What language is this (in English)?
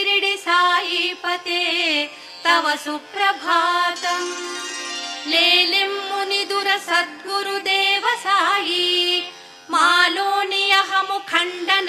Telugu